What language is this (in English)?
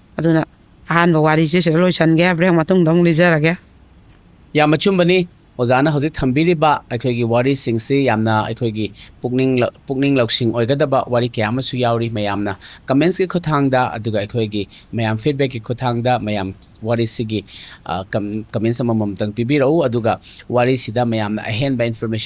Manipuri